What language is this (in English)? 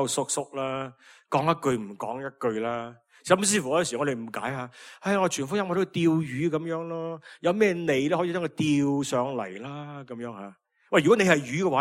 Cantonese